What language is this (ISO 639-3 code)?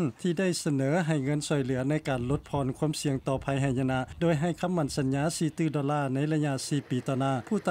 lao